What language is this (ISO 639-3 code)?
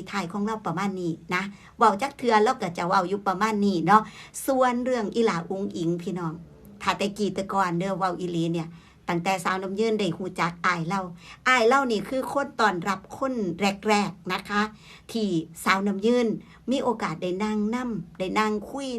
tts